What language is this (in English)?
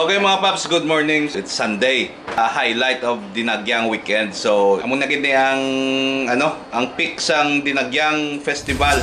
Hiligaynon